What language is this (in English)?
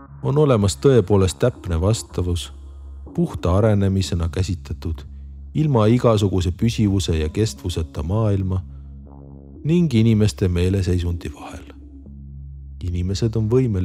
Estonian